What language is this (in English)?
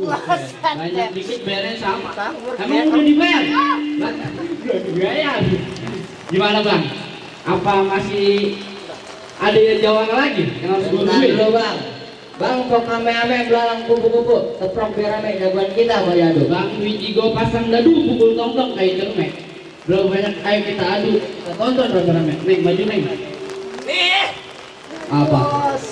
Betawi